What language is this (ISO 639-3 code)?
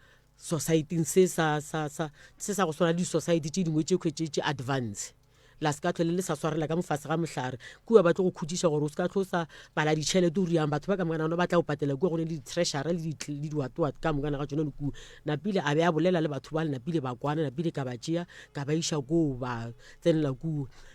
nso